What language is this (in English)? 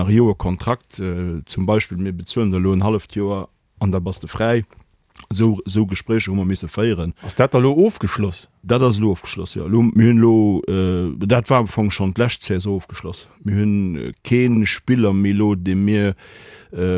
Luxembourgish